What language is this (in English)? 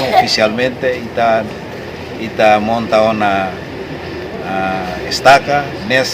Tetum